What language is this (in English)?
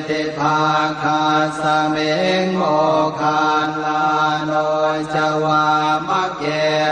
Pali